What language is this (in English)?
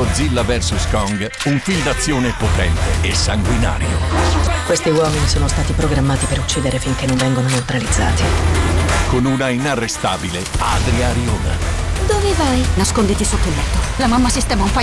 Italian